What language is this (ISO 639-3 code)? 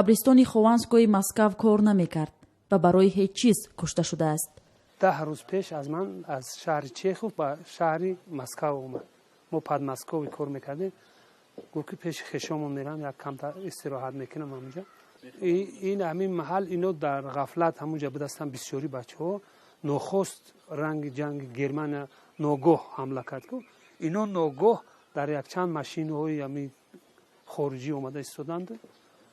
tgk